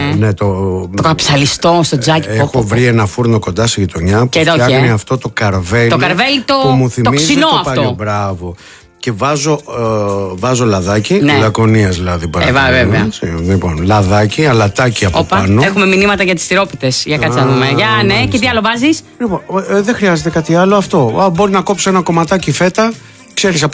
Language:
Greek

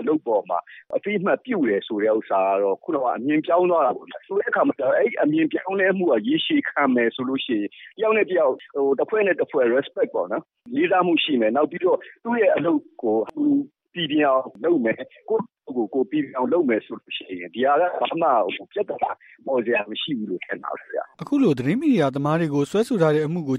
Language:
Burmese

